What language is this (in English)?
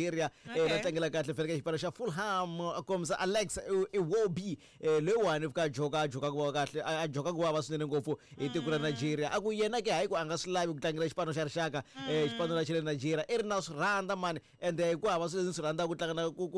Tsonga